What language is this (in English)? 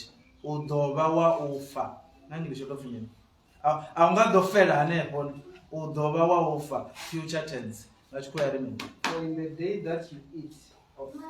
Venda